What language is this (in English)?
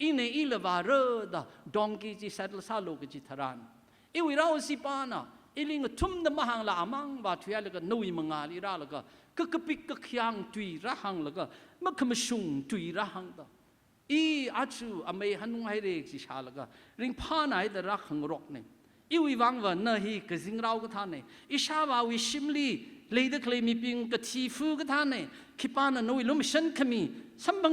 Tangkhul Naga (India)